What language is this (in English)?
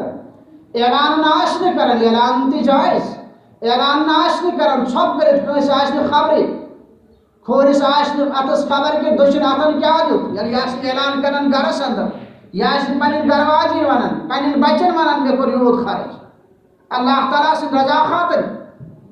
Kashmiri